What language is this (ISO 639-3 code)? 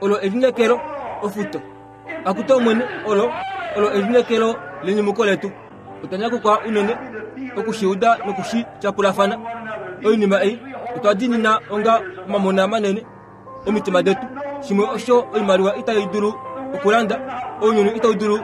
kua